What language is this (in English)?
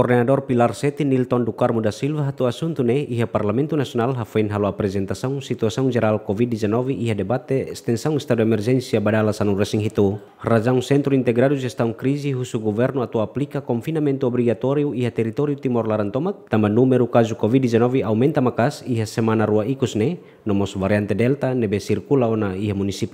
Tetum